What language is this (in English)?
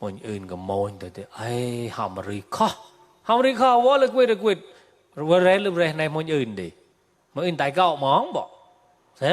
Mon